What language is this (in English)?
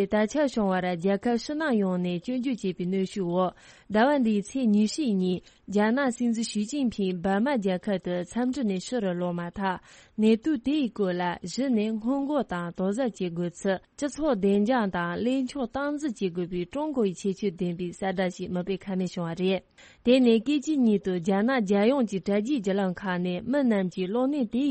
Tibetan